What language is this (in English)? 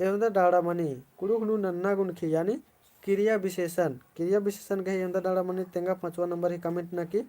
Kurukh